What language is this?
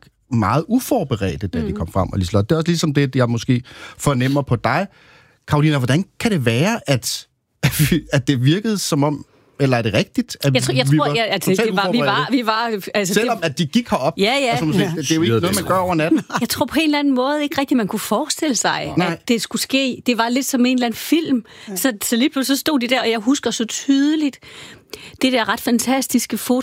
Danish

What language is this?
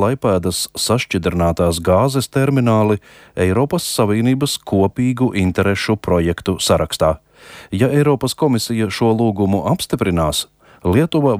Latvian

